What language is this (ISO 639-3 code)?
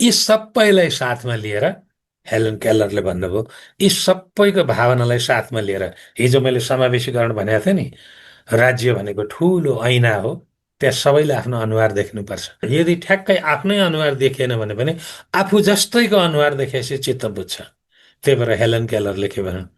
nep